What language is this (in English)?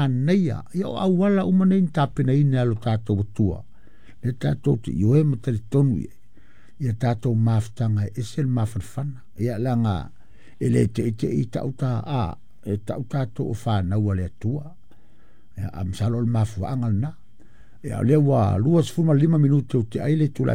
Samoan